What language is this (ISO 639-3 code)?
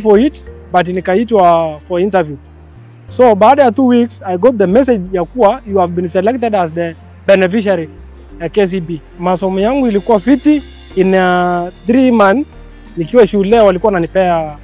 swa